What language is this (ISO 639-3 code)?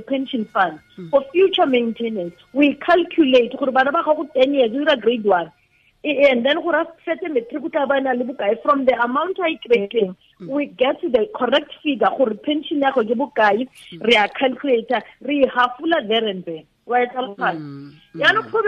tsn